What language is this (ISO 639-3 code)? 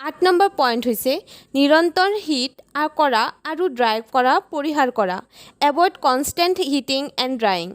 asm